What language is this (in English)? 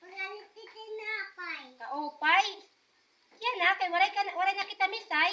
Waray